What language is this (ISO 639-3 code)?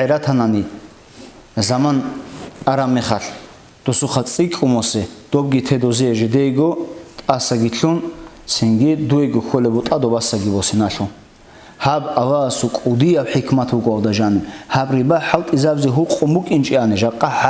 ava